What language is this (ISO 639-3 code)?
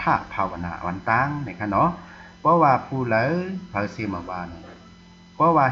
shn